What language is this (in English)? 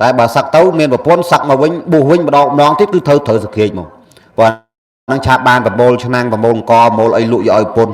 Khmer